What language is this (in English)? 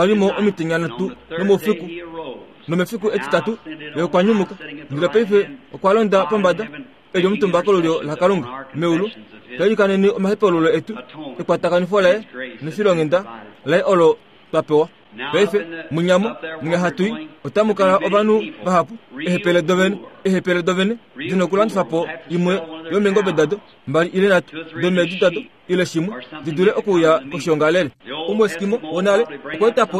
Kuanyama